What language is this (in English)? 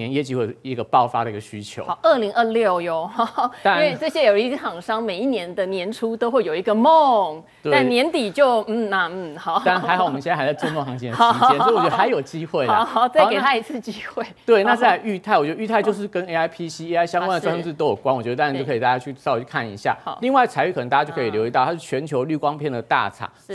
Chinese